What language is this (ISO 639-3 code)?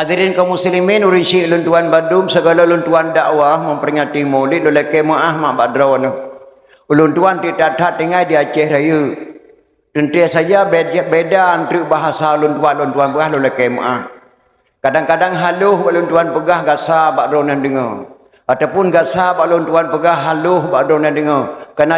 ace